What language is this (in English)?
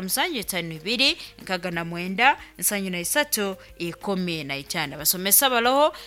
Nyoro